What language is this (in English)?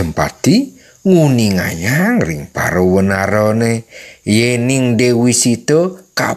Balinese